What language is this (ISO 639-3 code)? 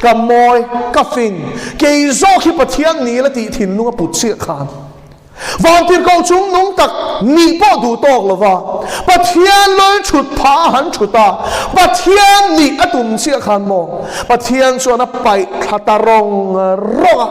lus